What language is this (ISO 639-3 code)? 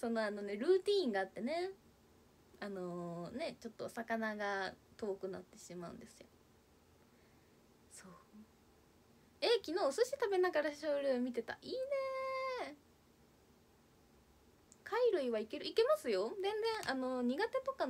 jpn